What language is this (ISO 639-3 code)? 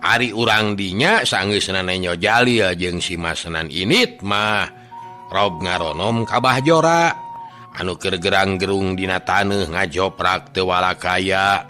sun